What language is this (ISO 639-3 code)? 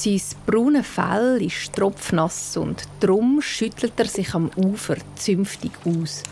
gsw